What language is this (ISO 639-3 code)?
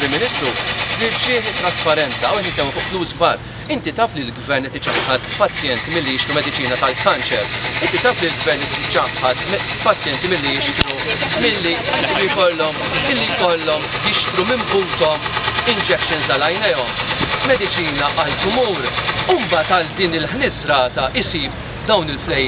mlt